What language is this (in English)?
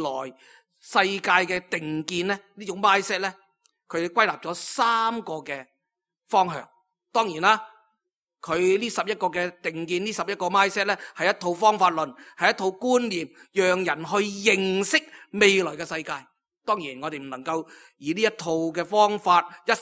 Cantonese